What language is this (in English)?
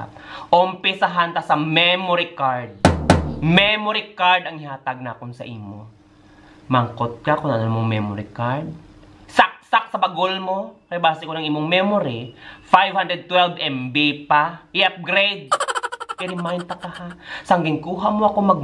Hiligaynon